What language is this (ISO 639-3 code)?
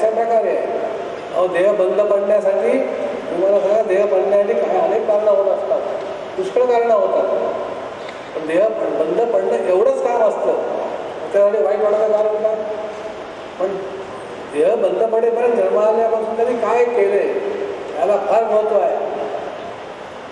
mar